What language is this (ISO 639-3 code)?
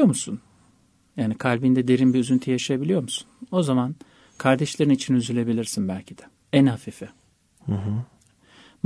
tur